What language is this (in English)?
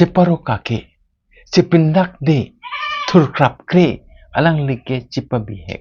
Karbi